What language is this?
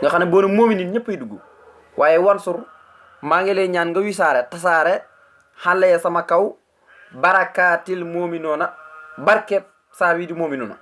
Wolof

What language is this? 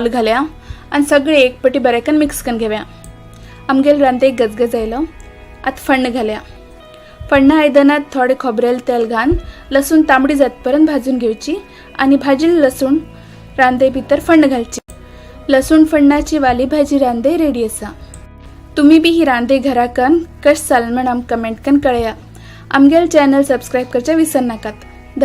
Konkani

